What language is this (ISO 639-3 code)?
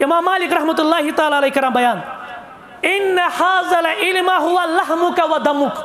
kas